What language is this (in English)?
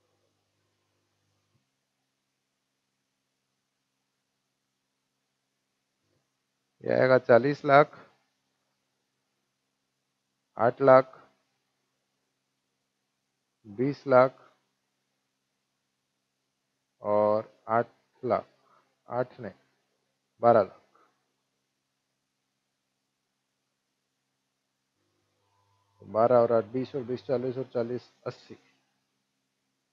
Hindi